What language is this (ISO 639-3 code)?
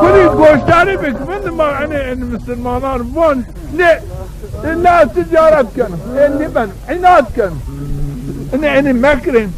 zza